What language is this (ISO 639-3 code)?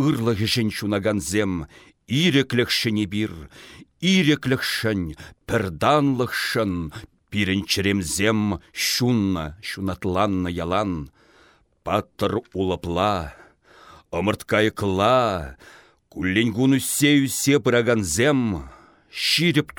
chv